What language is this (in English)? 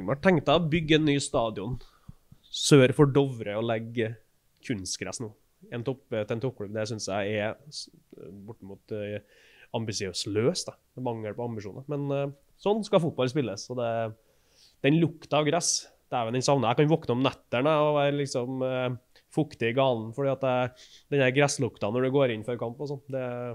Norwegian